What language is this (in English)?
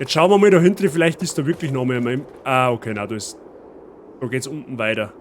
Bavarian